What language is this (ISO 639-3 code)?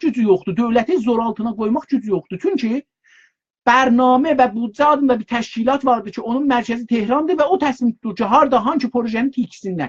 azb